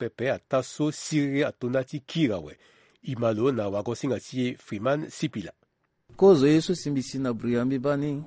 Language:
Sango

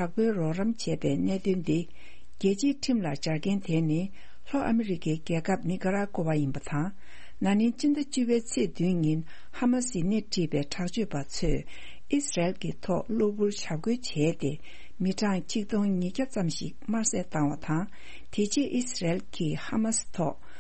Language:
Tibetan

